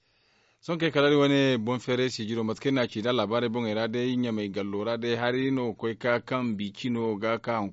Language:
Zarma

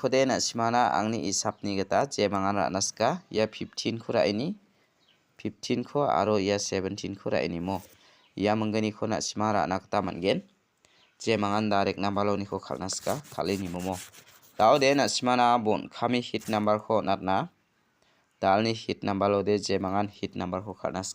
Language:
Garo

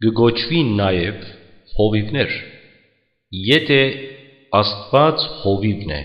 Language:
Western Armenian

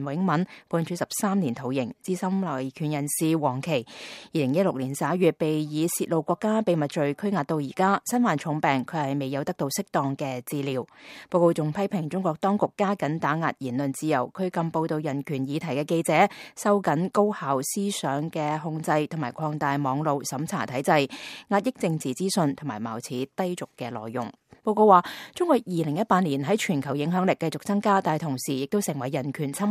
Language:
Cantonese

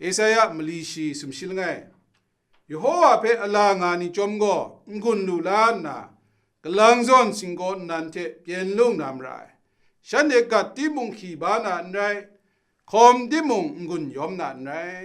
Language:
Kachin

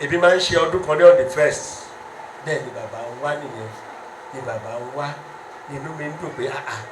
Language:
Yoruba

